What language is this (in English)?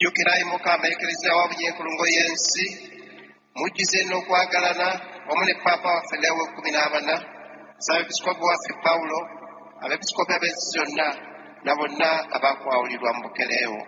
Ganda